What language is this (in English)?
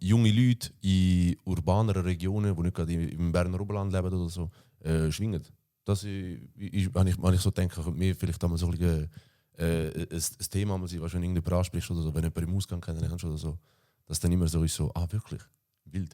Swiss German